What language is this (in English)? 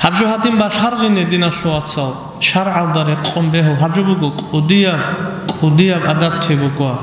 Avaric